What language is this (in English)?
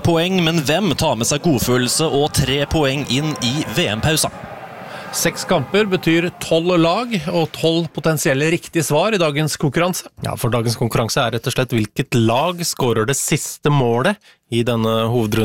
Norwegian